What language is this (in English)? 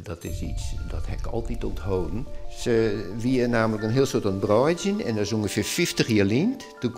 Western Frisian